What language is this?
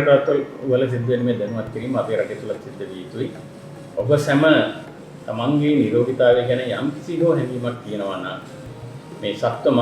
Sinhala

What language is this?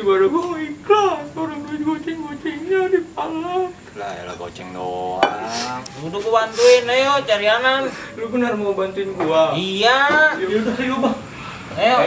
Betawi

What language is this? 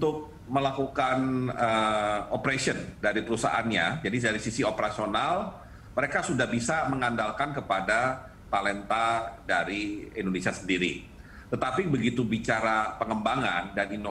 Indonesian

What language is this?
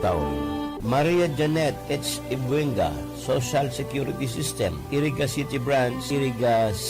Bikol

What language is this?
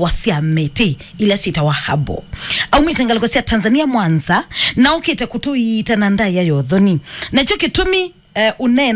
Kamba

